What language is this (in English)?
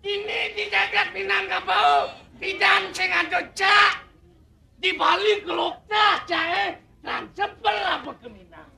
Balinese